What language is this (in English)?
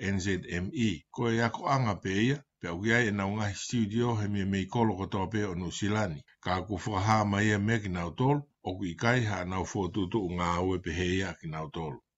Tongan